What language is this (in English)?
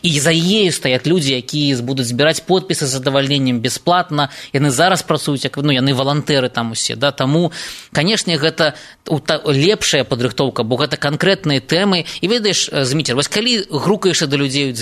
Belarusian